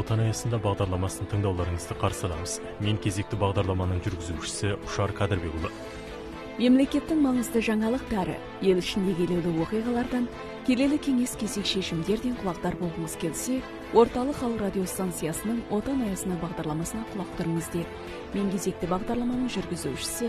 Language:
Kazakh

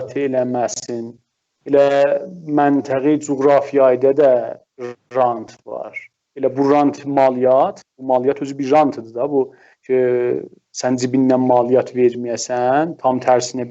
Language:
South Azerbaijani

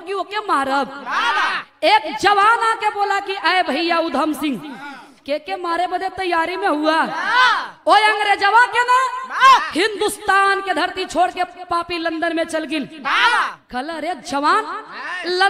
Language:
Bhojpuri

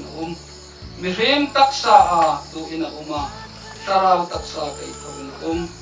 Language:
Hmar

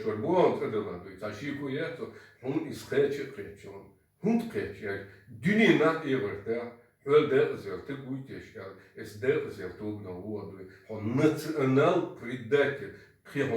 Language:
Chechen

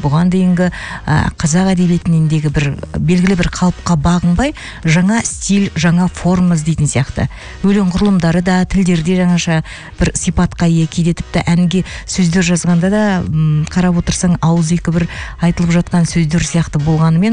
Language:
Kazakh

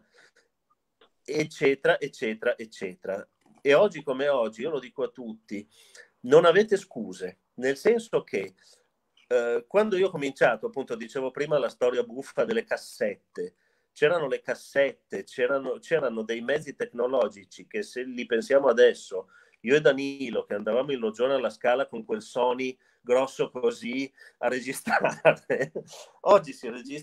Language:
Italian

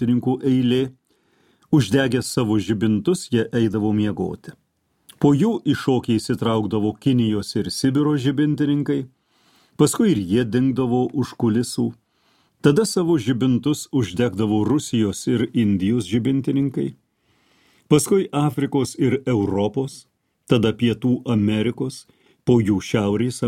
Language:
Lithuanian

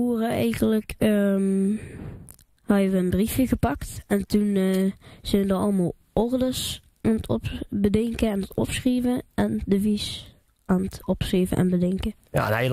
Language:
Limburgish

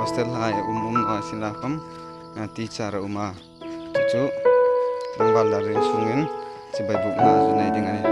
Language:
Hmar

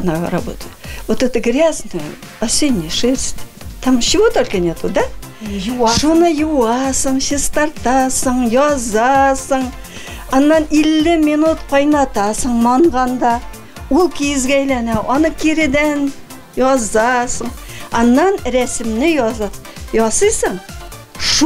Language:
Tatar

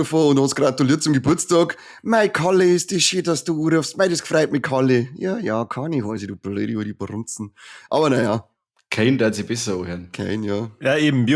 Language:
Bavarian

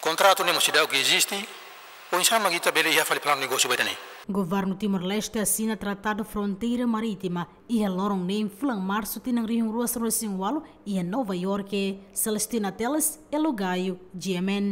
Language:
Tetum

